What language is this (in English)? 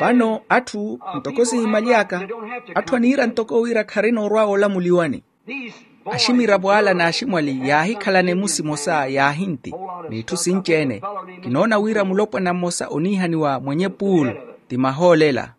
Makhuwa